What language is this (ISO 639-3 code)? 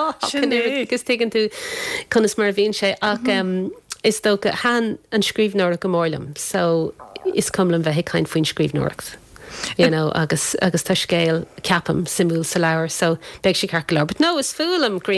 gle